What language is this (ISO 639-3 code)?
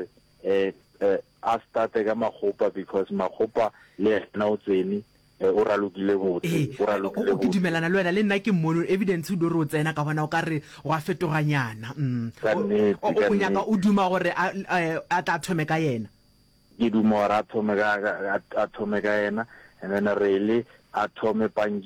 nso